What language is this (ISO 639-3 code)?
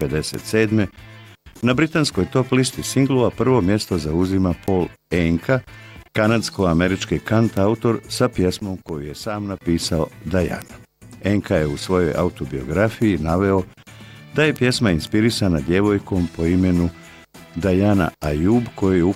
bos